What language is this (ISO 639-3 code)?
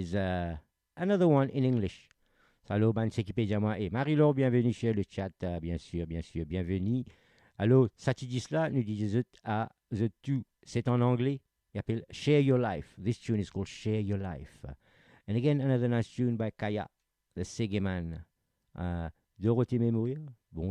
mfe